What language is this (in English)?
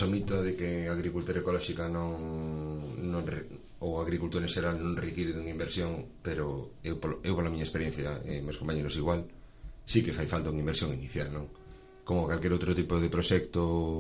Galician